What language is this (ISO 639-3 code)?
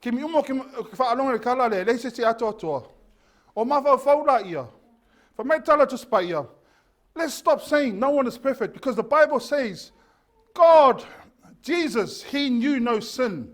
smo